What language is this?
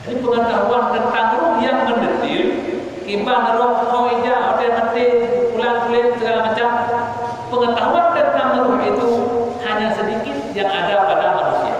Achinese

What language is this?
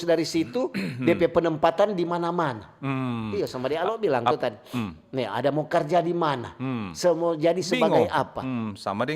Manado Malay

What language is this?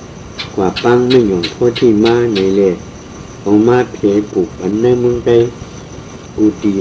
Shan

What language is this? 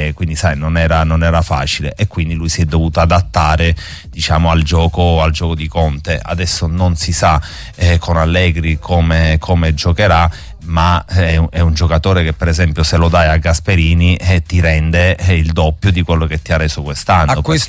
Italian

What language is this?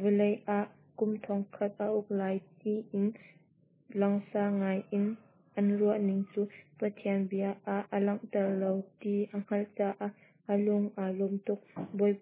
Hakha Chin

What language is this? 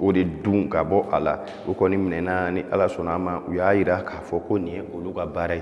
Bambara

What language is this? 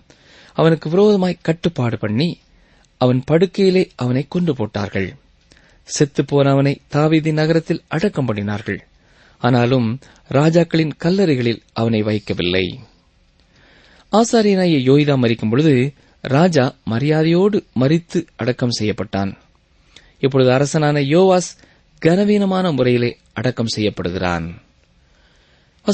Tamil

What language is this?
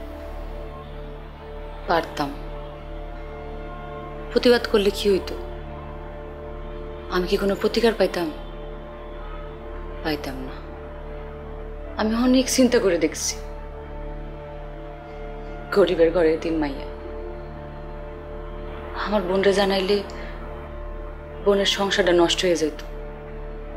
Bangla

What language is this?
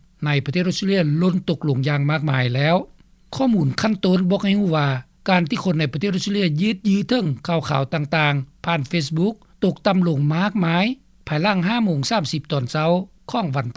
Lao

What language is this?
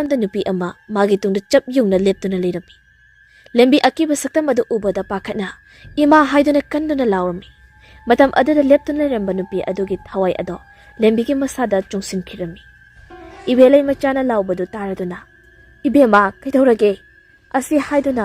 Manipuri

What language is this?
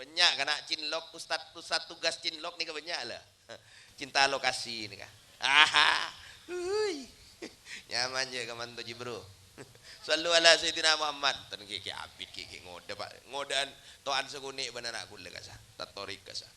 Madurese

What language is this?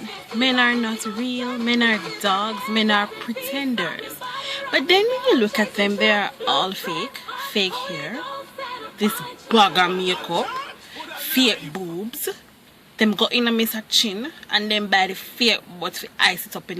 Jamaican Creole English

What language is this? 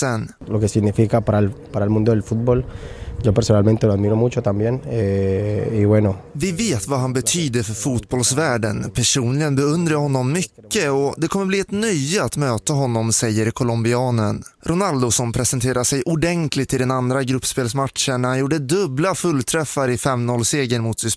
Swedish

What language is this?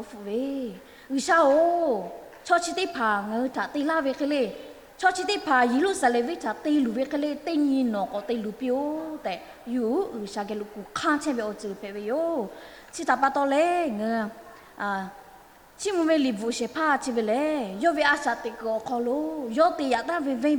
Lahu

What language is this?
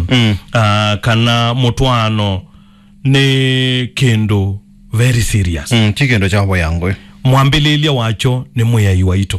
Kamba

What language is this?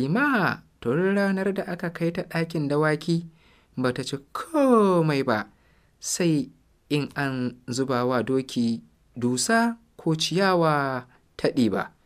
Hausa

